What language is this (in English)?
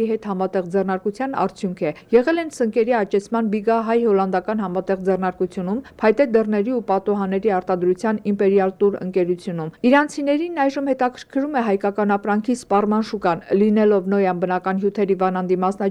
Armenian